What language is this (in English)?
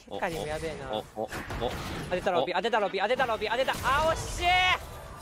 Japanese